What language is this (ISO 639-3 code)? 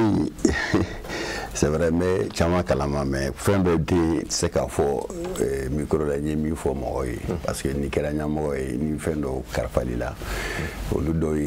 bam